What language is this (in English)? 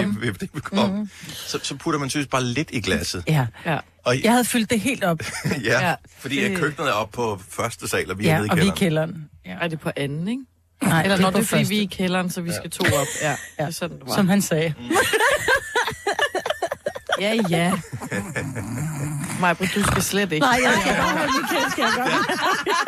Danish